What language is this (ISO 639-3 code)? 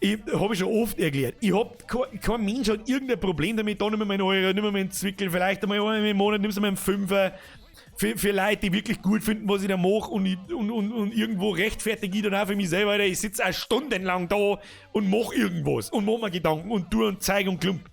bar